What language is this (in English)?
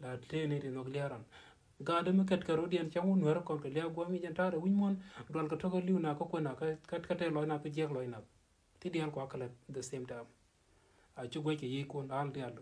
Nuer